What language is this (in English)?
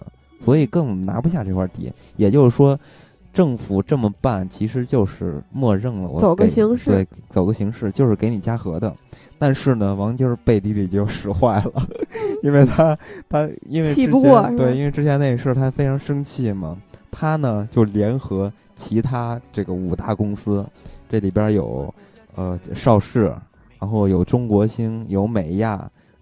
Chinese